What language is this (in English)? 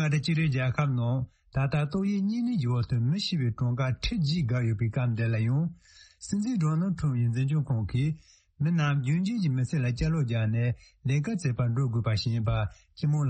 Tibetan